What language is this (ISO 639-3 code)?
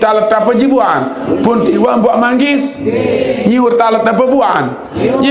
sas